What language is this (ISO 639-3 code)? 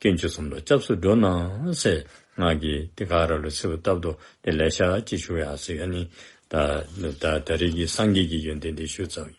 dzo